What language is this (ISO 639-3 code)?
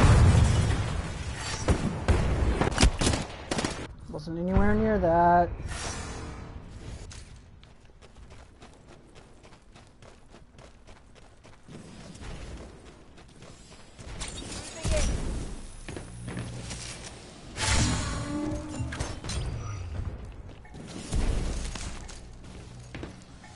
eng